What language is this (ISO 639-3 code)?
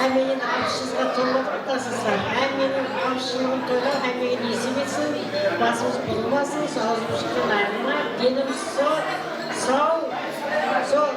kaa